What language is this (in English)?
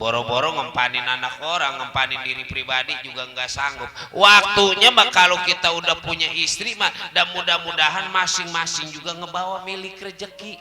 Betawi